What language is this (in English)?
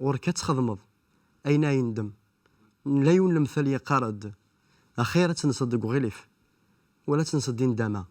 Kabyle